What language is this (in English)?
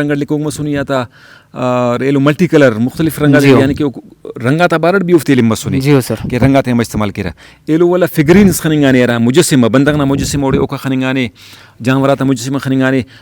Brahui